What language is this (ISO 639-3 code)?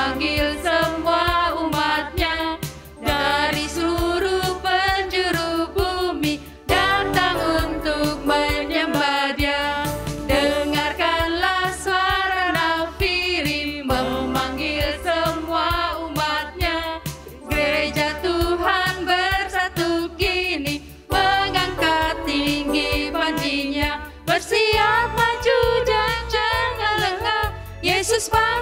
ind